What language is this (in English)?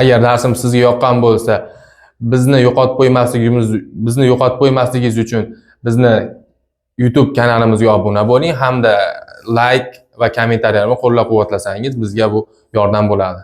Uzbek